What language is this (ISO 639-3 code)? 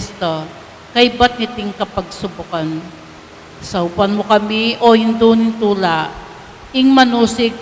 pam